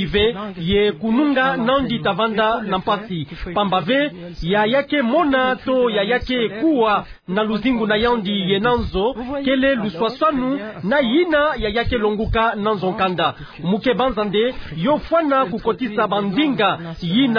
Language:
Kituba (Democratic Republic of Congo)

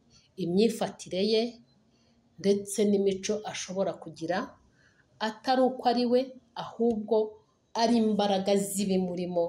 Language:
Kinyarwanda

